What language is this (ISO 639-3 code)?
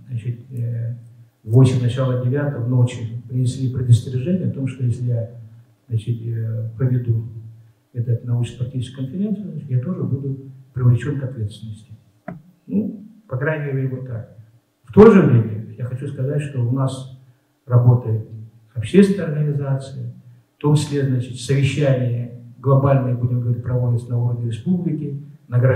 rus